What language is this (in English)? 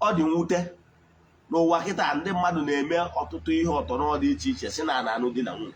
Igbo